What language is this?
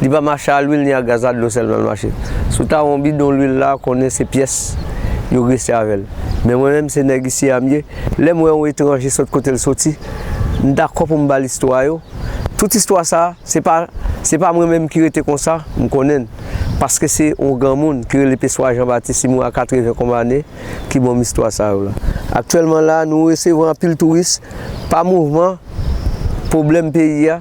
Haitian Creole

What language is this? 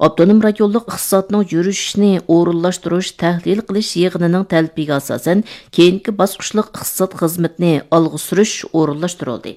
Uyghur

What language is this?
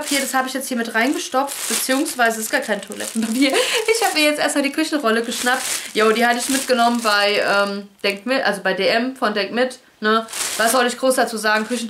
German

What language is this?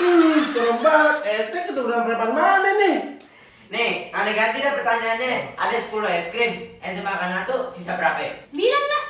Betawi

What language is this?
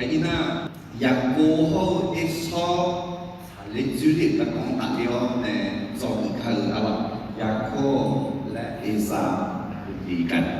Akha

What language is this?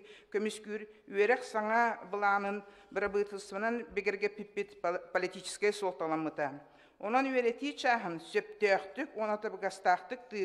Yakut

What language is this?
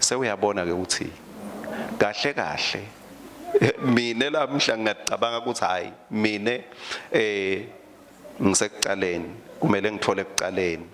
Swati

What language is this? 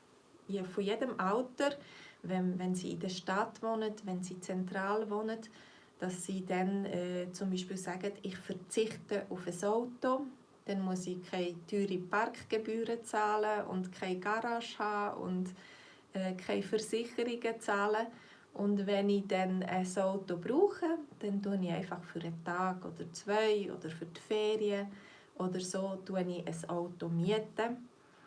Swiss German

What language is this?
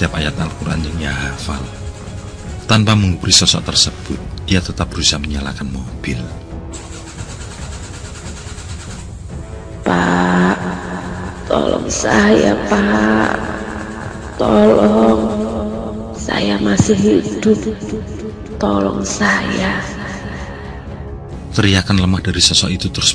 Indonesian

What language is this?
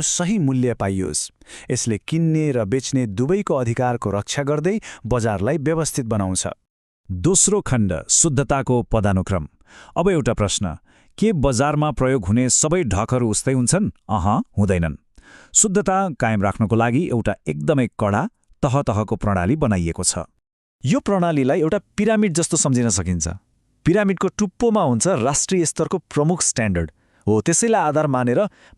Nepali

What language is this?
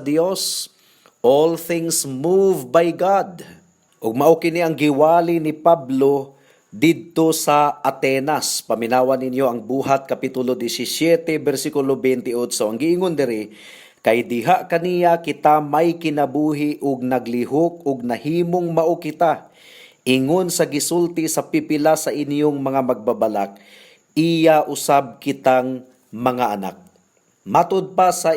Cebuano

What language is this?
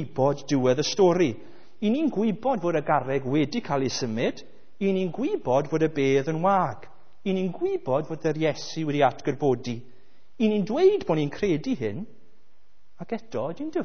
Welsh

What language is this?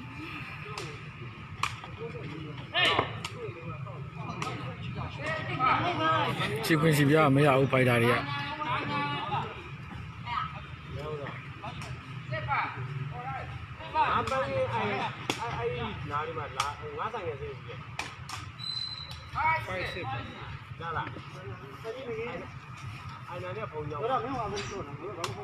Burmese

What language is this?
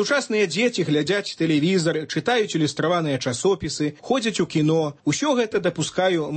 Belarusian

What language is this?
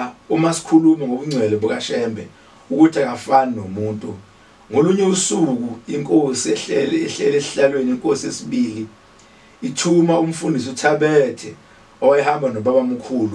Zulu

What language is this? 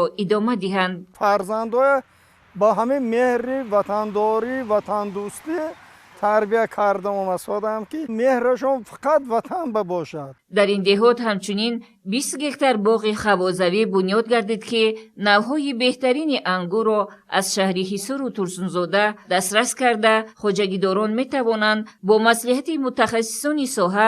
Tajik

